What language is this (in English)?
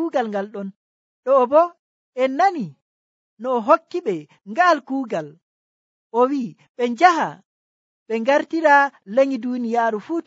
Nigerian Fulfulde